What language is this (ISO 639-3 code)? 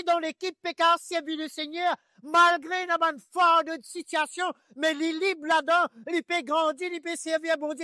mfe